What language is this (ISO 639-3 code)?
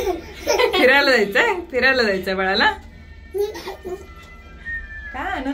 mar